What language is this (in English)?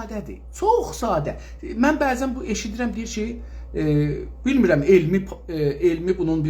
South Azerbaijani